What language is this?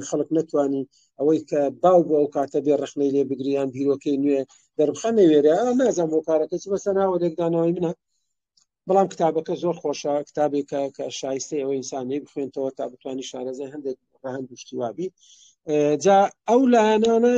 Central Kurdish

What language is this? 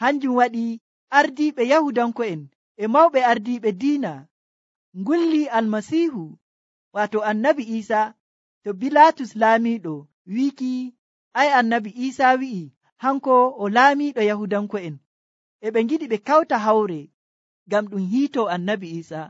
Nigerian Fulfulde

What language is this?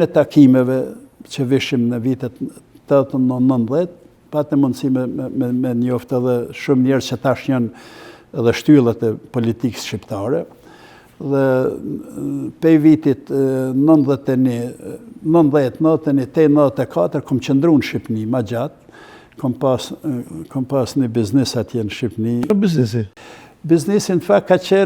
Albanian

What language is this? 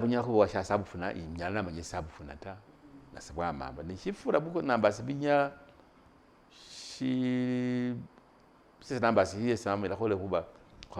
Masaaba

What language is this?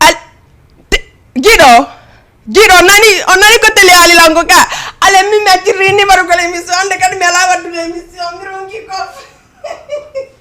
Fula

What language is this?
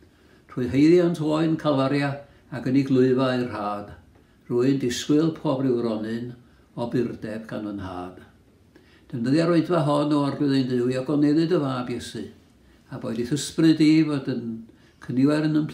Welsh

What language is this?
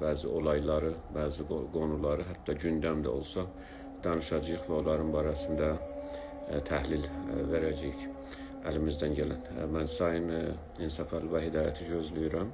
South Azerbaijani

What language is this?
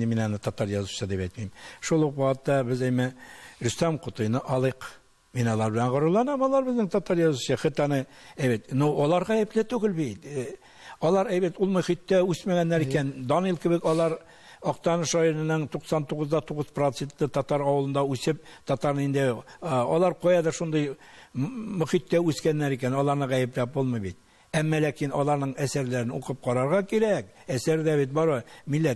Tatar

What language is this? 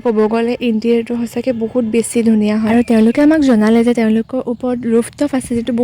Assamese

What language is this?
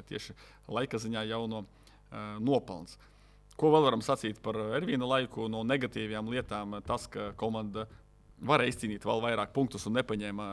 Latvian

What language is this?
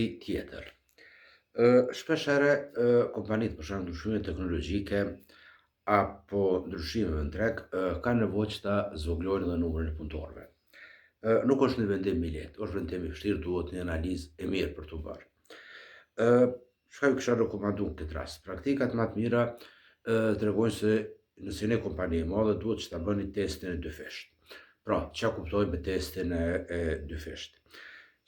Albanian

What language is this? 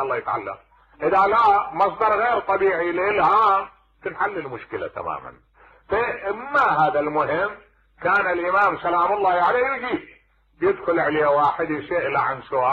Mesopotamian Arabic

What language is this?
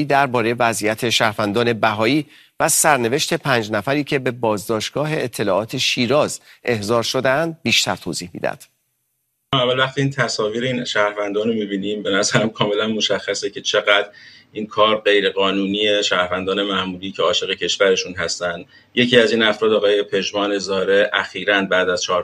Persian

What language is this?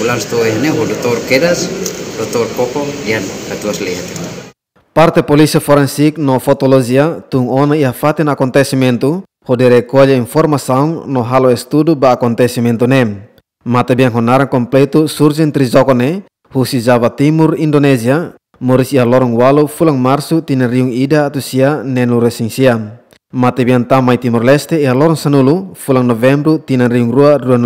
Tetum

